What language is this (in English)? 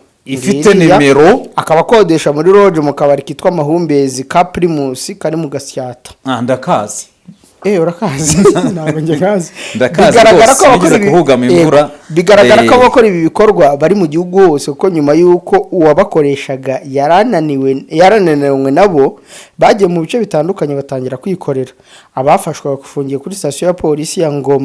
Kinyarwanda